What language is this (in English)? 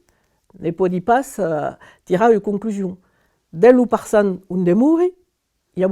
Occitan